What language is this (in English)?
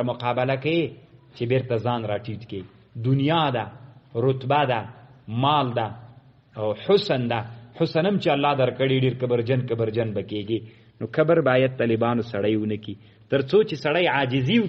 Pashto